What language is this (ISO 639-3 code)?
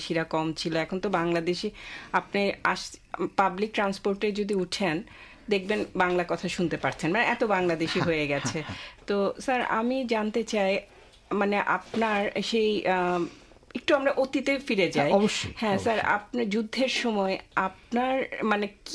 ben